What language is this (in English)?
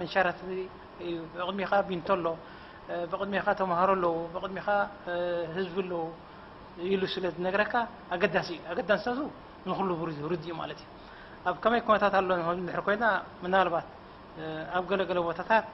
Tigrinya